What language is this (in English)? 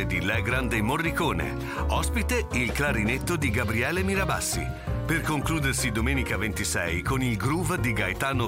Italian